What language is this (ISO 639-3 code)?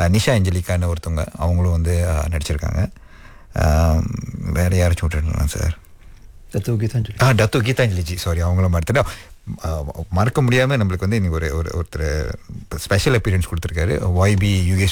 tam